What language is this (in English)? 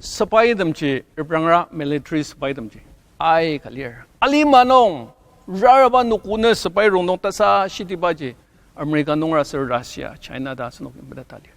Ao Naga